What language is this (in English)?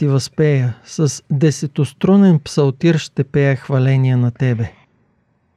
Bulgarian